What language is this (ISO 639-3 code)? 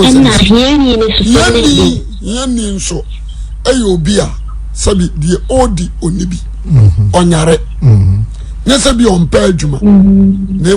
aka